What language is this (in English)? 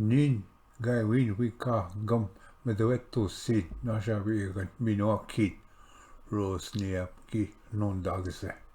Ojibwa